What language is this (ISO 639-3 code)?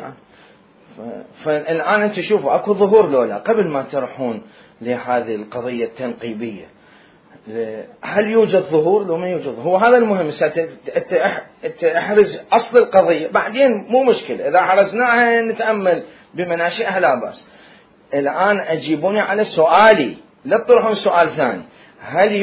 acm